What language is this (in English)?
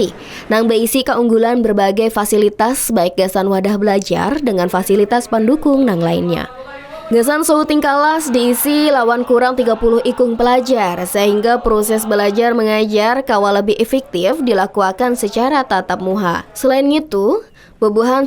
Banjar